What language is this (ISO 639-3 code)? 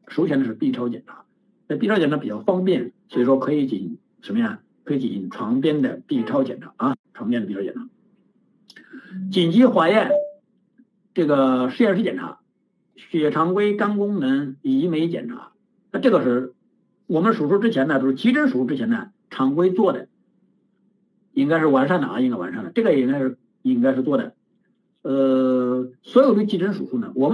zho